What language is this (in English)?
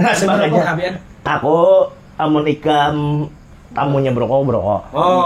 Banjar